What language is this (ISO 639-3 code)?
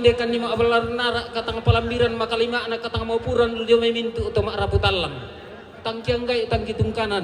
sda